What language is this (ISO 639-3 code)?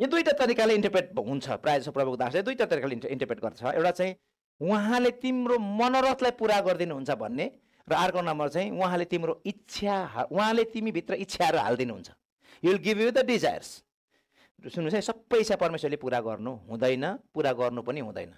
nep